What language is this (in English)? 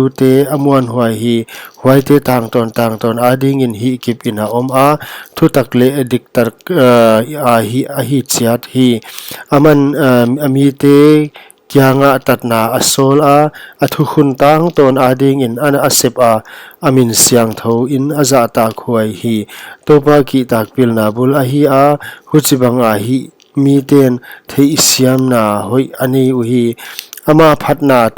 Paite Chin